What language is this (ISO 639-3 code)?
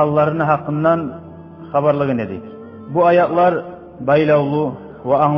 kum